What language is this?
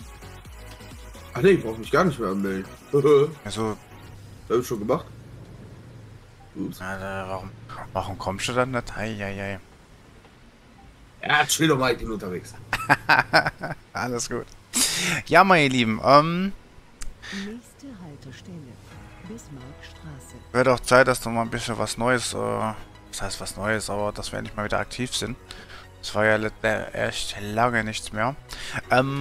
German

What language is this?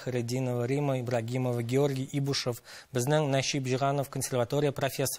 Tatar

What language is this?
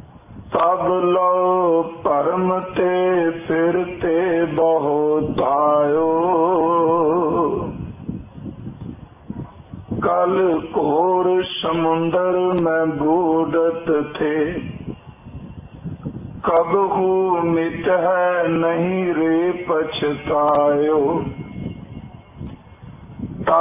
Punjabi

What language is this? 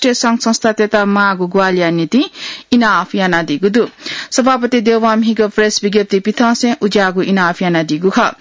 Newari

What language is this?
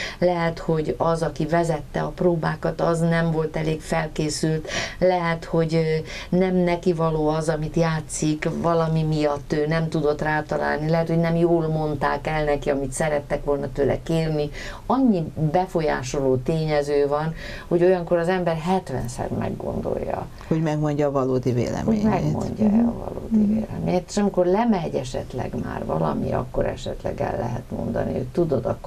Hungarian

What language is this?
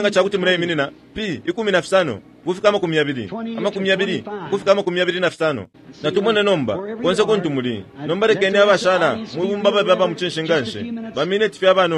Bemba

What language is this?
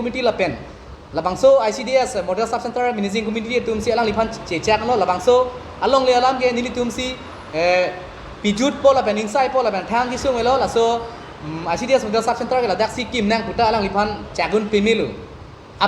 Karbi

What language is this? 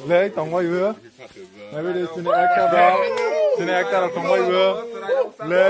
Kok Borok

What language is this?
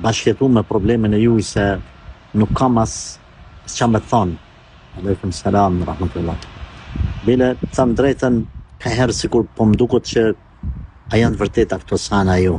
Albanian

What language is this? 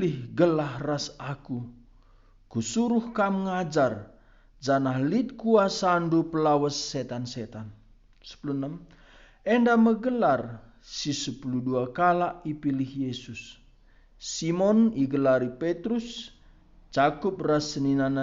Batak Karo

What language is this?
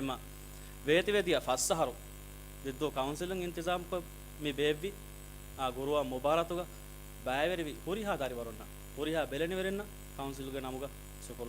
Divehi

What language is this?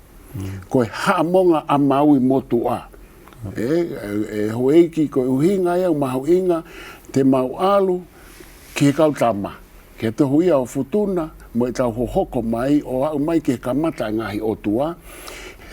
Tongan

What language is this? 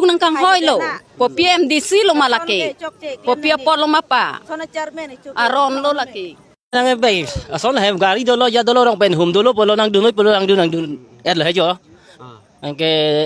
Karbi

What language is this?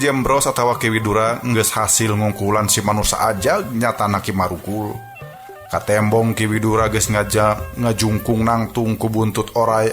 Sundanese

